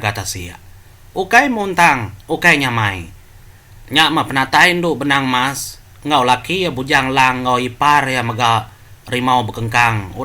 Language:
Iban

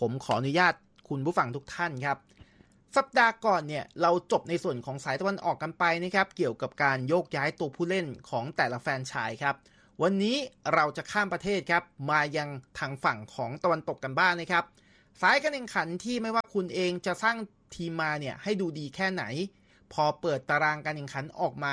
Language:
Thai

